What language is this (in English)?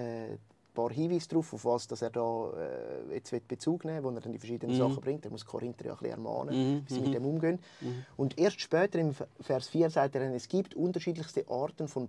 Swiss German